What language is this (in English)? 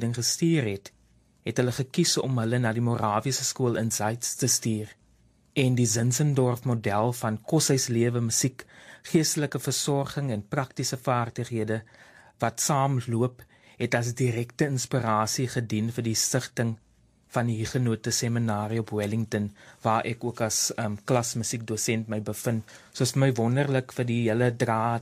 Afrikaans